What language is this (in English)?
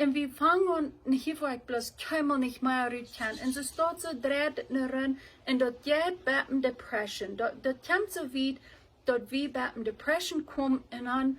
Plautdietsch